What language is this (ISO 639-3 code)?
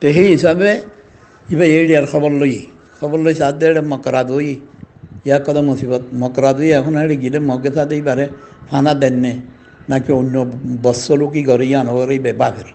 rhg